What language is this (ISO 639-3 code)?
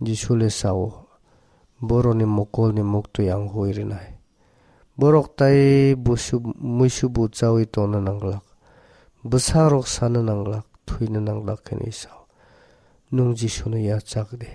trp